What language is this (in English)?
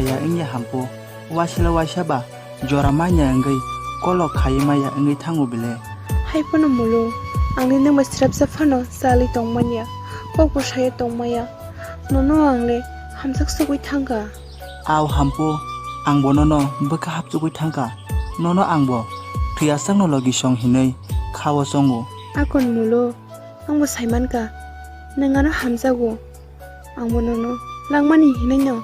Kok Borok